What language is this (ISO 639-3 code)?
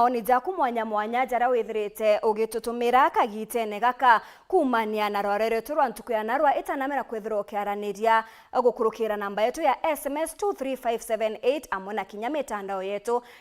mer